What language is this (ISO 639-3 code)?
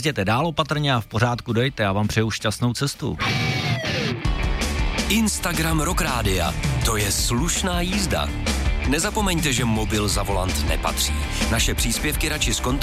ces